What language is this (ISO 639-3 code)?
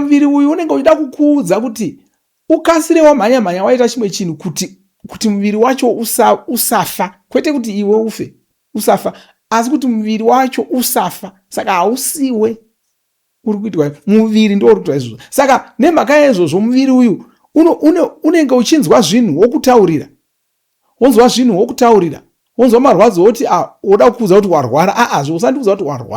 sna